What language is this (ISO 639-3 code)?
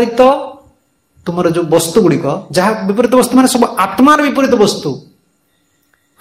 ori